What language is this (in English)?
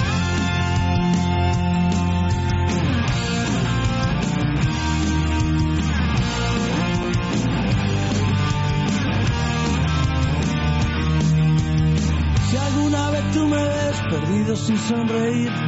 Basque